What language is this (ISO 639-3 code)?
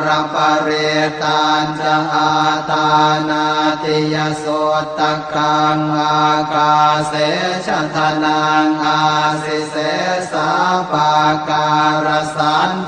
pli